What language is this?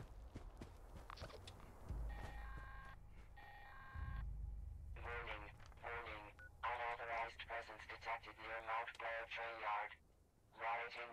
English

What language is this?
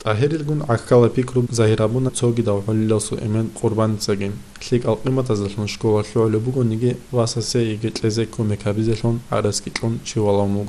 Avaric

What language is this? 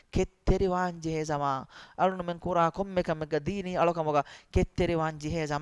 Divehi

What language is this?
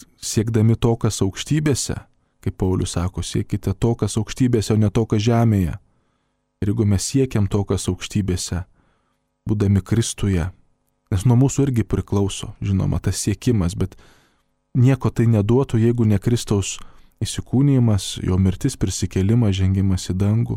Lithuanian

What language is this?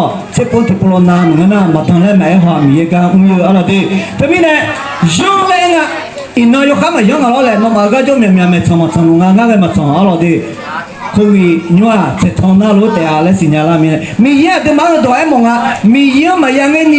Akha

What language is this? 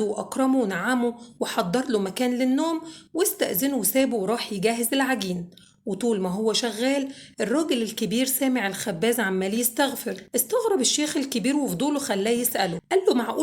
Egyptian Arabic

